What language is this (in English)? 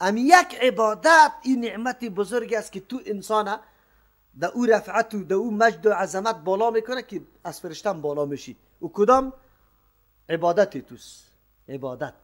Persian